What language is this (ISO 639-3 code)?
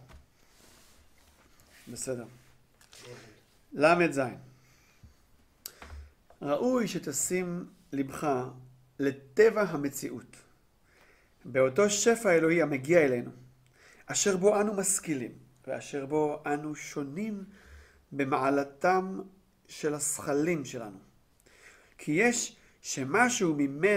heb